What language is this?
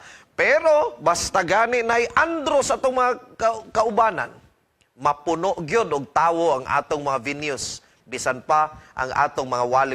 Cebuano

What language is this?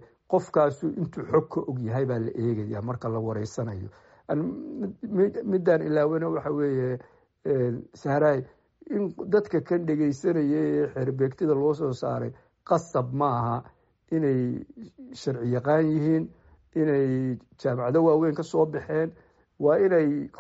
Somali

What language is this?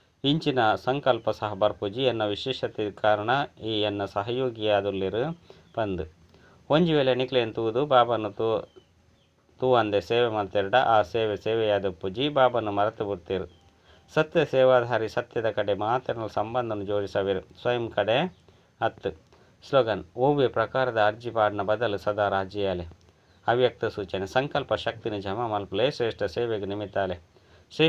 Tulu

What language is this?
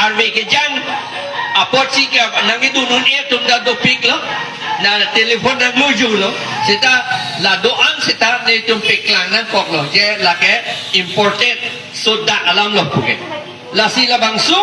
Karbi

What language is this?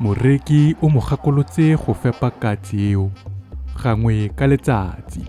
Tswana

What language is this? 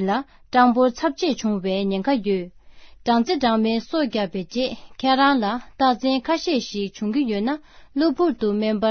Tibetan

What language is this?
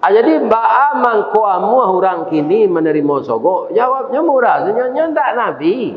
Minangkabau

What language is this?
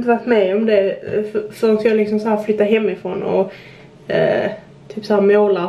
Swedish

